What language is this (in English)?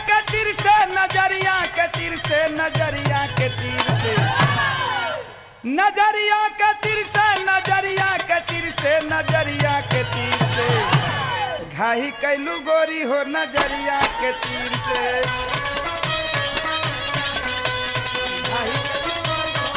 Bhojpuri